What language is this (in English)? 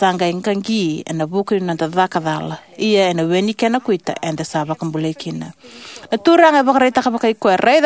Fijian